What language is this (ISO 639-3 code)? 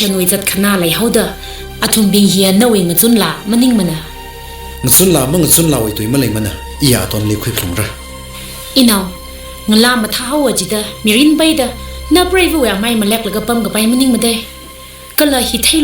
nmf